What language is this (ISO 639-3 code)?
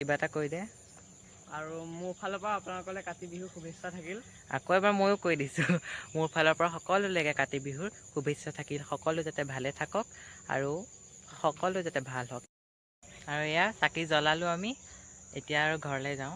asm